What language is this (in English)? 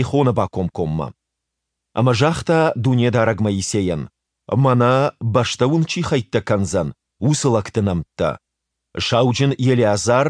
Ossetic